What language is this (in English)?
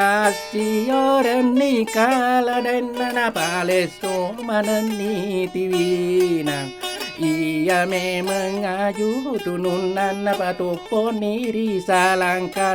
Buginese